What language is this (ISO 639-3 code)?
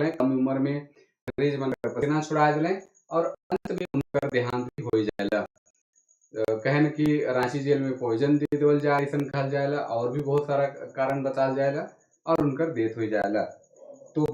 sck